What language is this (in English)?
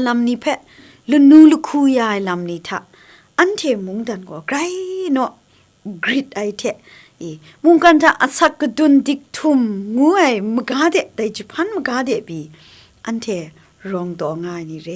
Kachin